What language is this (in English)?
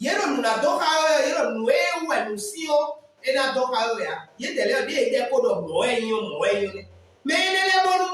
Fon